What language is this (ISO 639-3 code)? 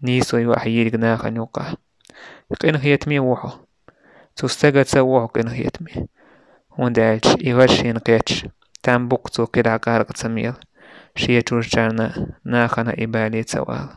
che